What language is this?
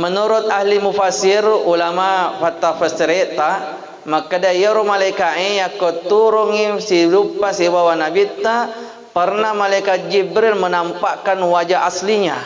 Buginese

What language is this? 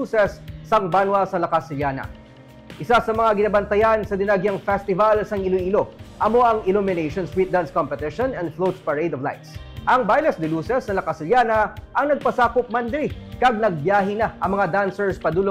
Hiligaynon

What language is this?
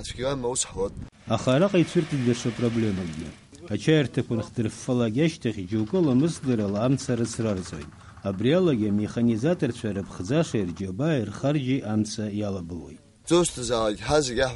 Abkhazian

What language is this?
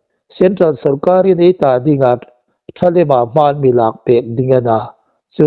Hmar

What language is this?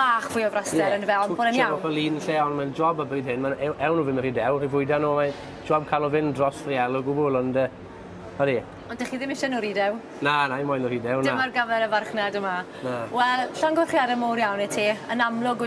Welsh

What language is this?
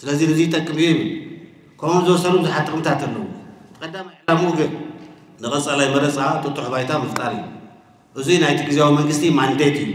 Tigrinya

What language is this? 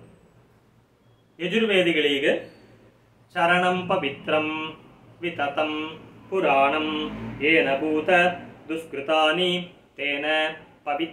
Kannada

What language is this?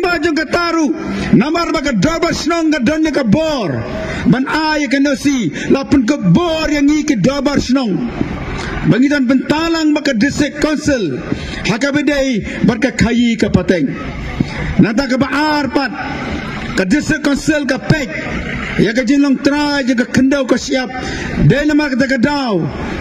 Khasi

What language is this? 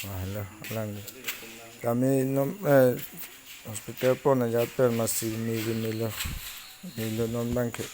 Karbi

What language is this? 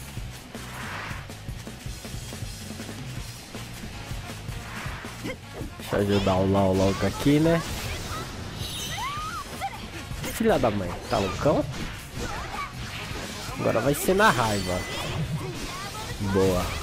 Portuguese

